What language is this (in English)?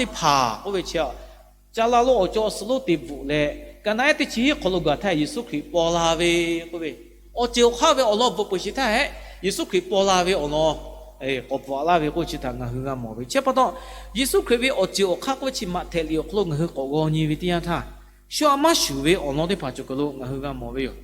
Lahu